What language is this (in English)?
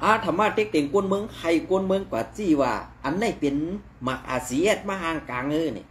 Shan